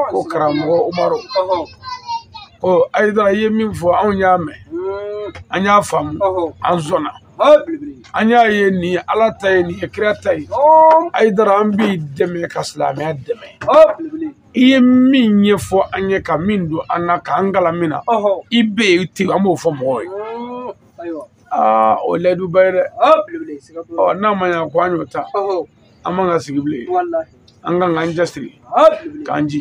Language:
Bambara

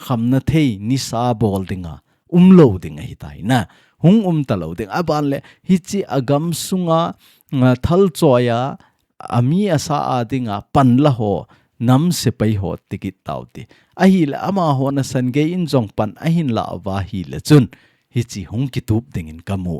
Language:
Thado Chin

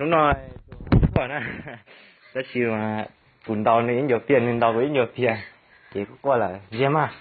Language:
Hmong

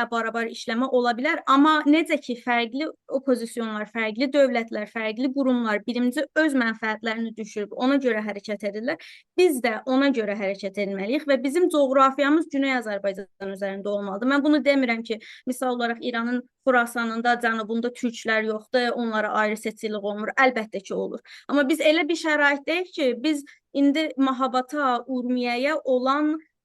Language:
South Azerbaijani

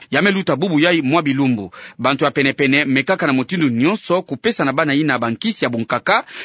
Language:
Kituba (Democratic Republic of Congo)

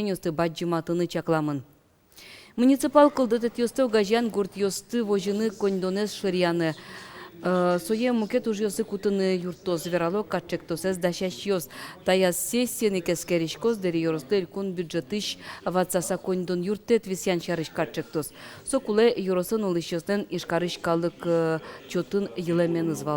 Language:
Udmurt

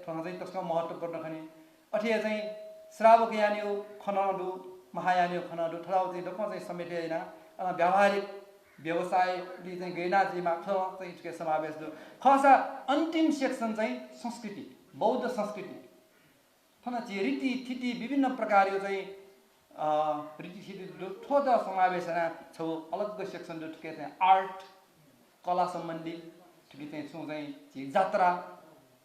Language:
Newari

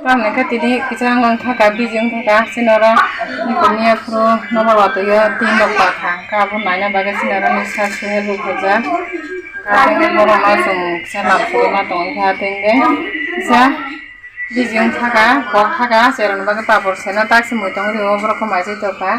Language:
Kok Borok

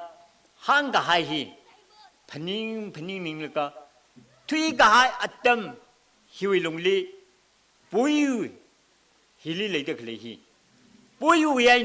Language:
Tangkhul Naga (India)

